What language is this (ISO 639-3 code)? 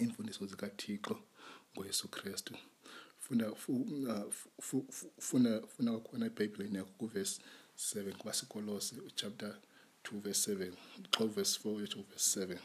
xho